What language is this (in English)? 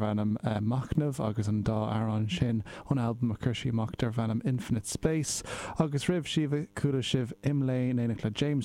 Irish